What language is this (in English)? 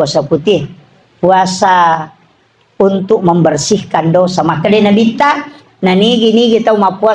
Buginese